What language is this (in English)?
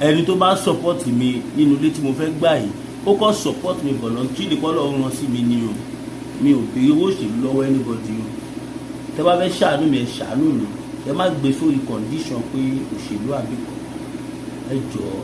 Yoruba